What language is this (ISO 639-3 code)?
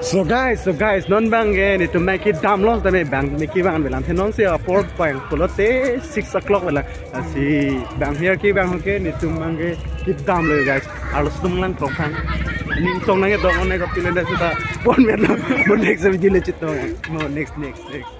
mjw